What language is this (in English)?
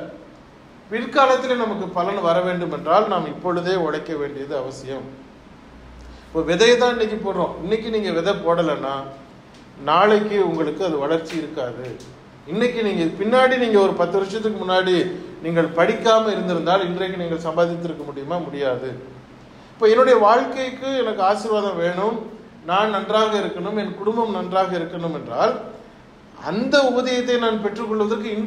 Tamil